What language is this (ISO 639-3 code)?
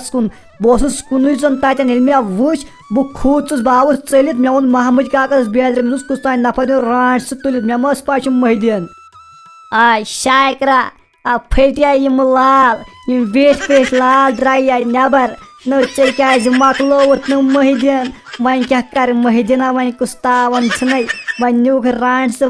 kas